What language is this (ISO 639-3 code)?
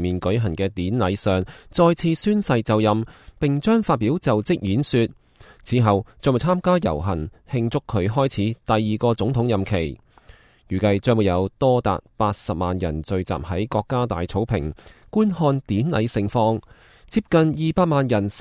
yue